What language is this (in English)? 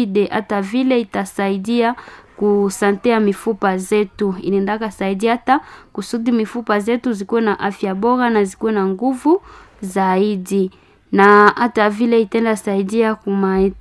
Swahili